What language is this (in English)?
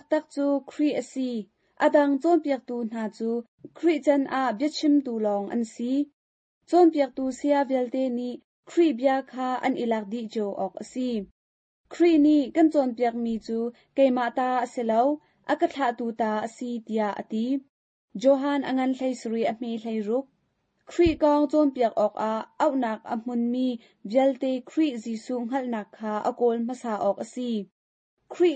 Hakha Chin